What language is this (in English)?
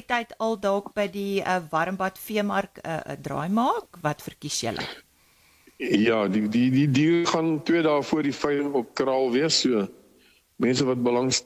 Afrikaans